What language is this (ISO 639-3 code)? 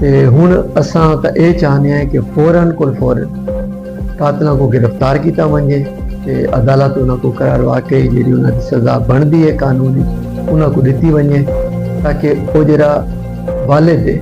skr